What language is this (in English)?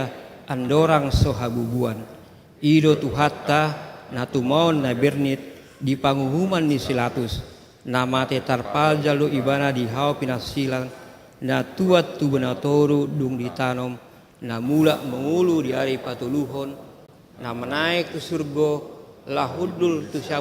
Batak Toba